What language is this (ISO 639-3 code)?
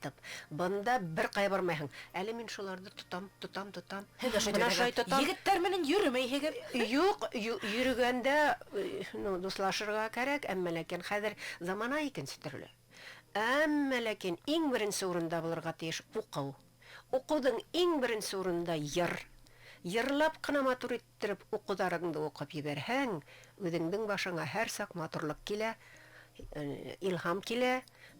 bak